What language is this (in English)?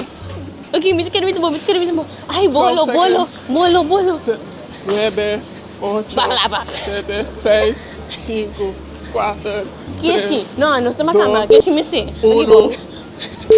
Papiamento